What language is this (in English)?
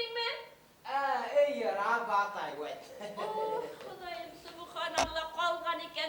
Bashkir